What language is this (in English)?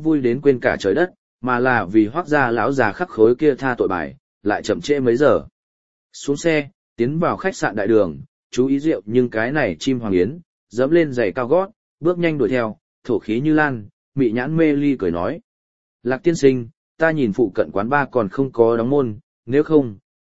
Vietnamese